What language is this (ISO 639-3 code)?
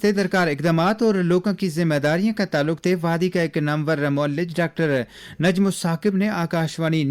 gju